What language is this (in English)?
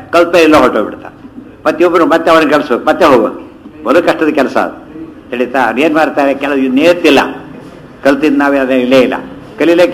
Kannada